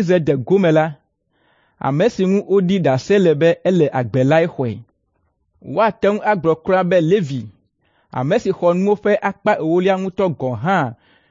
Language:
Ewe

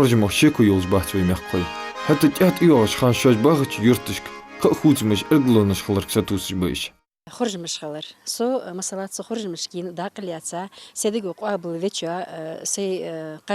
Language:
Ingush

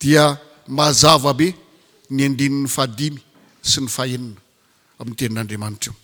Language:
Malagasy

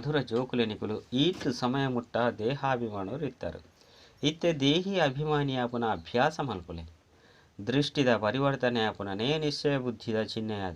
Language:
Tulu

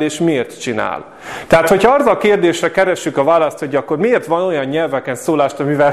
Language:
Hungarian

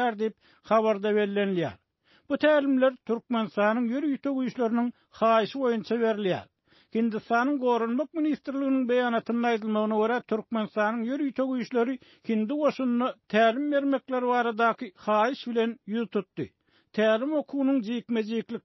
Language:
Turkmen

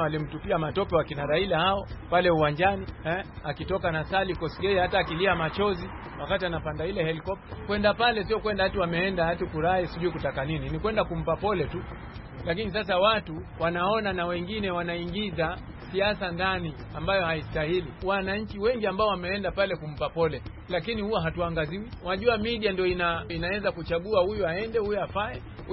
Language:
Swahili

